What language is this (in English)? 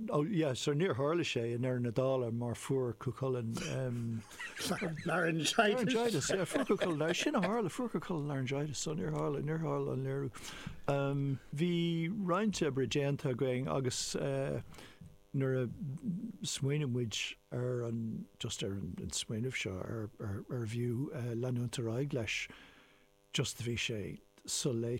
Irish